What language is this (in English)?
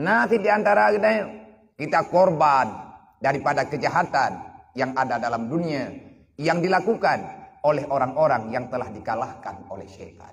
Achinese